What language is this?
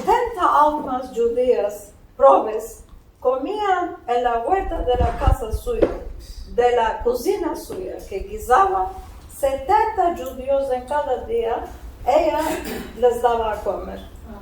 Ladino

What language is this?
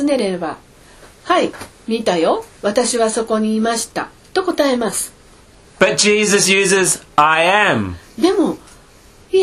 Japanese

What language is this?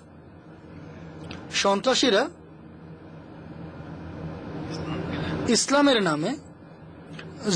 Bangla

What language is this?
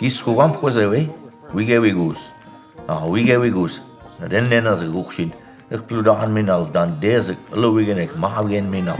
Mi'kmaw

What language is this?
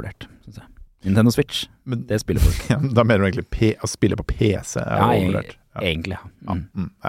Norwegian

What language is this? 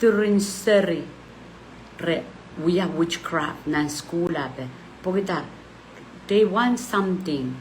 Pohnpeian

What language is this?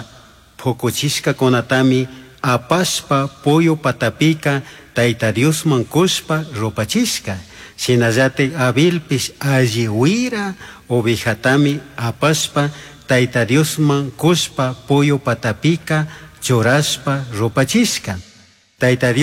Chimborazo Highland Quichua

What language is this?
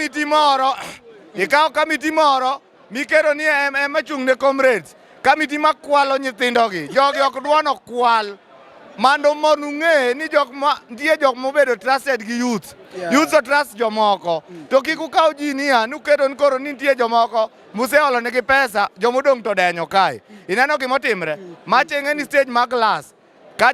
Luo (Kenya and Tanzania)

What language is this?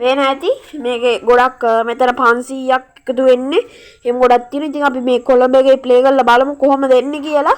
Sinhala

